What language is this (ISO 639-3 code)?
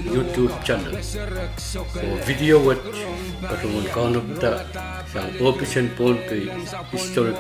pon